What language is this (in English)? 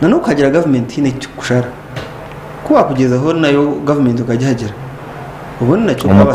Nyankole